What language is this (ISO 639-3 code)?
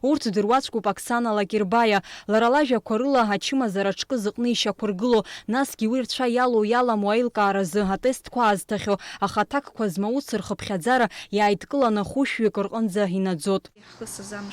abk